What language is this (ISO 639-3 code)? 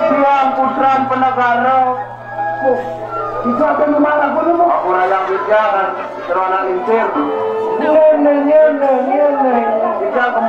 ban